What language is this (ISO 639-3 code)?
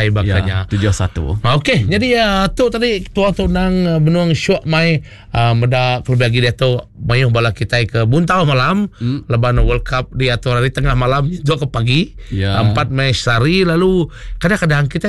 iba